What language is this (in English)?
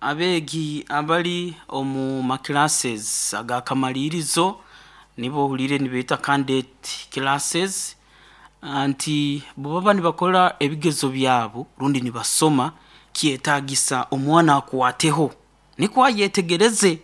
Nyoro